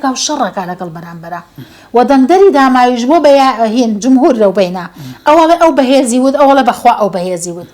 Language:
Central Kurdish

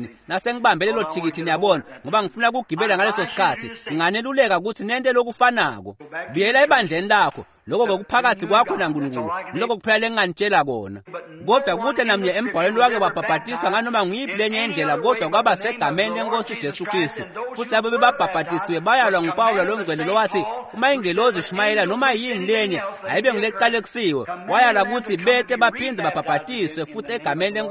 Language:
Swati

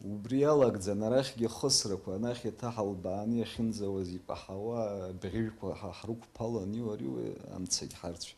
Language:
Abkhazian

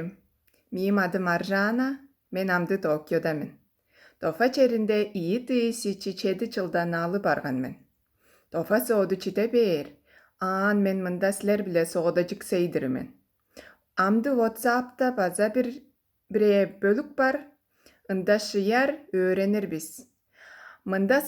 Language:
Tuvinian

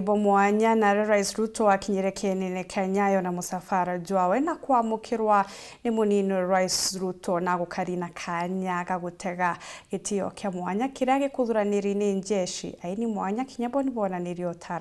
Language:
Meru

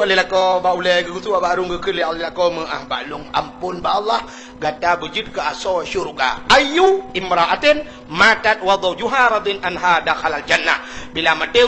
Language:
Achinese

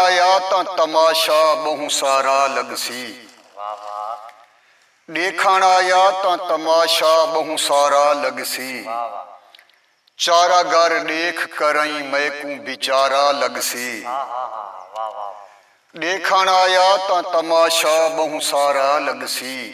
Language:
Saraiki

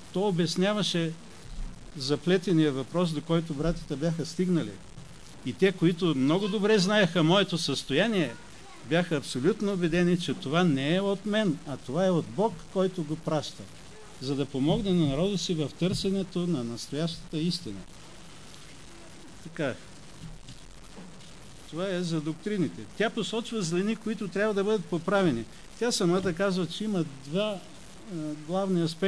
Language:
Bulgarian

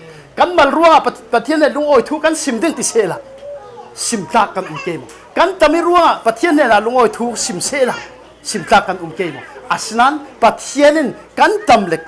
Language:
Falam Chin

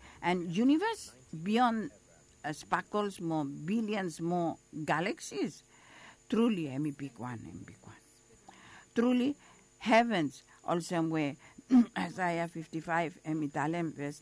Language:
Bislama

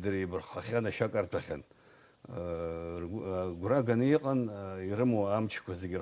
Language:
Abkhazian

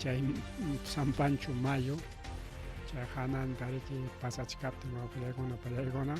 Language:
Ayacucho Quechua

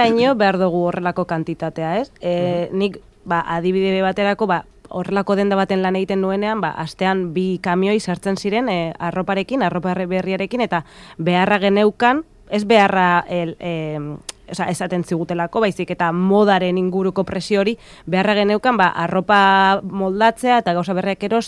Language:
Basque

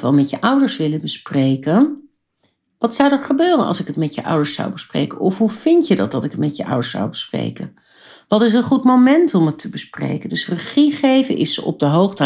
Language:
Dutch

